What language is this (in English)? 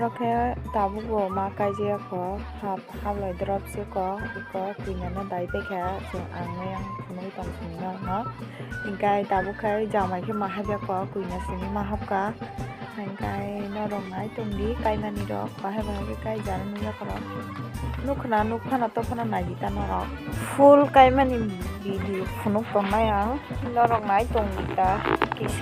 Kok Borok